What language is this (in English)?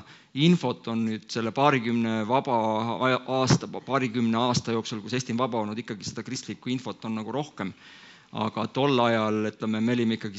Estonian